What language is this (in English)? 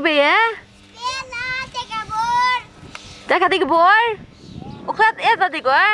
Faroese